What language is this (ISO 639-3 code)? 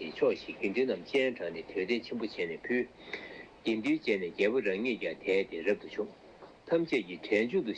bod